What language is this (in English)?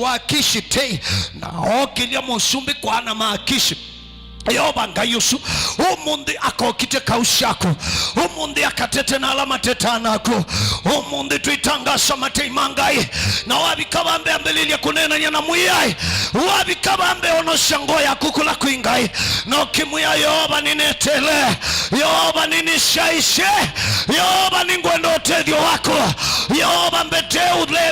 Kamba